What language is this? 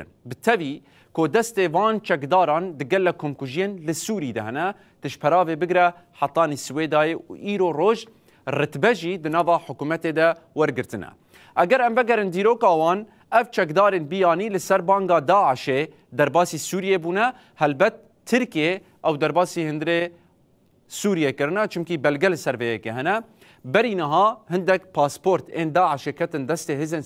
Kurdish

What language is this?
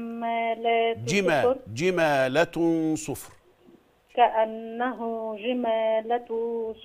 Egyptian Arabic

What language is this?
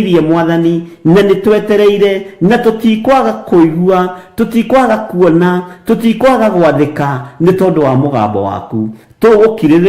Kikuyu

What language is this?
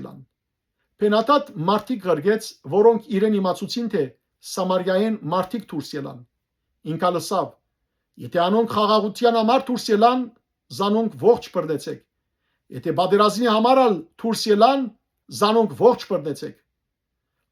Western Armenian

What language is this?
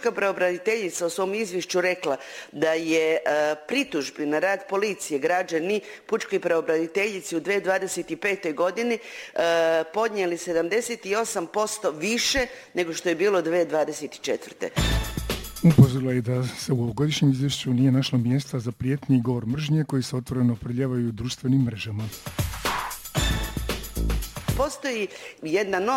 Croatian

